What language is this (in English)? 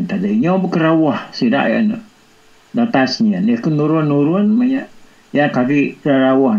Iban